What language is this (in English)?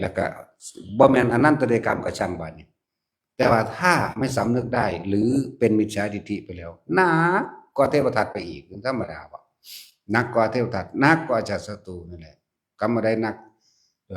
Northeastern Thai